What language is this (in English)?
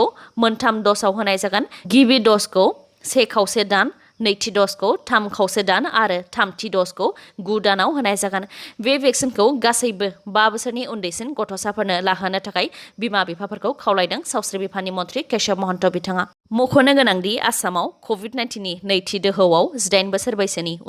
Bodo